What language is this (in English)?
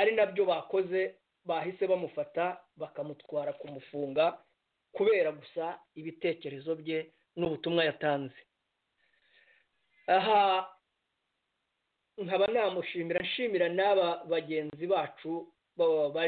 Kinyarwanda